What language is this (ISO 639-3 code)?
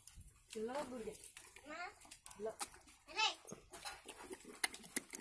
mar